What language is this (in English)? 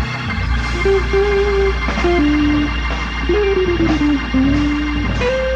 Spanish